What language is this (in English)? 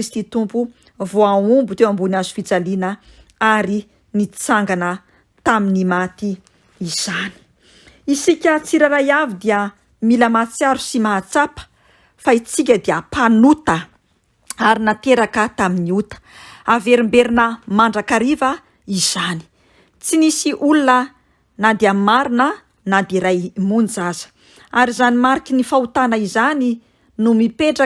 Malagasy